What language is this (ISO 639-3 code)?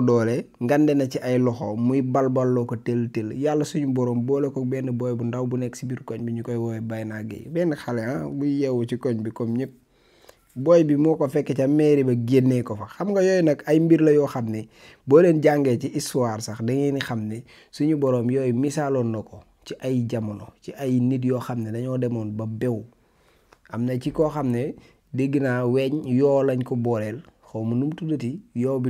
wol